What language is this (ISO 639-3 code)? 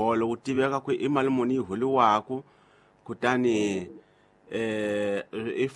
tso